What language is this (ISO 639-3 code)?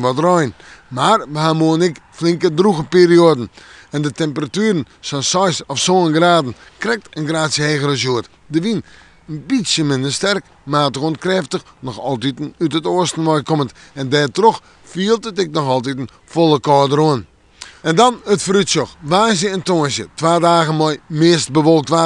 fry